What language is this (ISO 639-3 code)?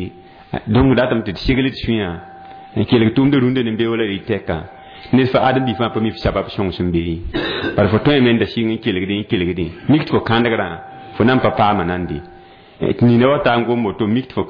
mos